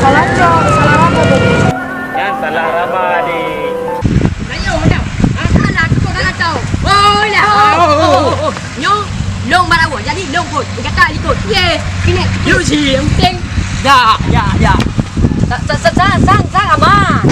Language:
Achinese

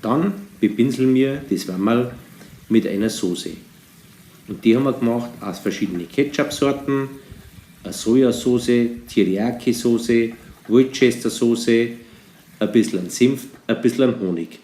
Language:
Bavarian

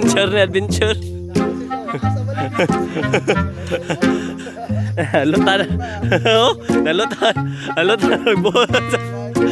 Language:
Cebuano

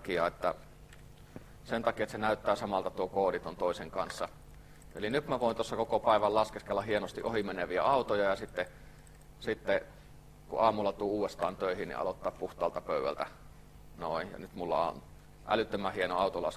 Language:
Finnish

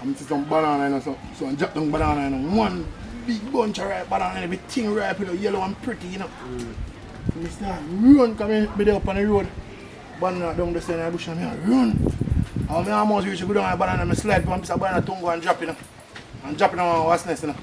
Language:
Jamaican Creole English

